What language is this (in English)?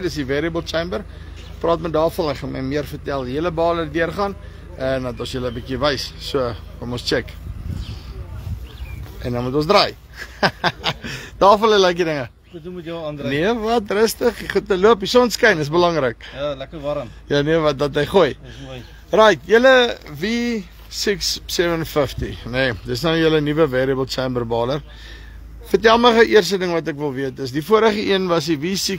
Afrikaans